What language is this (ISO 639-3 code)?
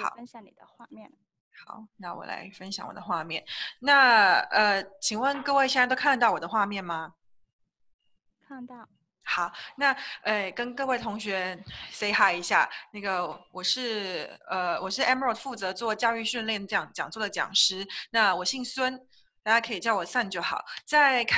zho